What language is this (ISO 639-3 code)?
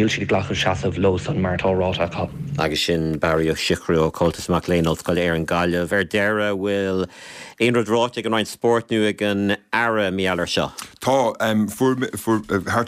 gle